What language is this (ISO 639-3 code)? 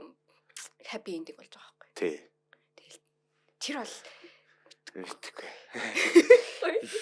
mon